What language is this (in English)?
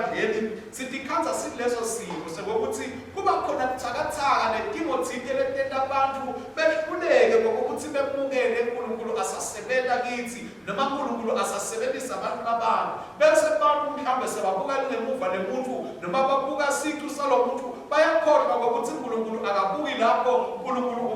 Swati